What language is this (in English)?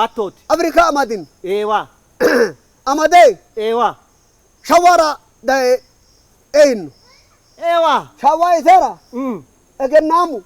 Sidamo